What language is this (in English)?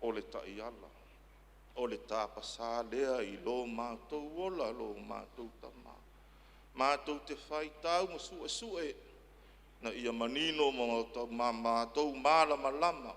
Samoan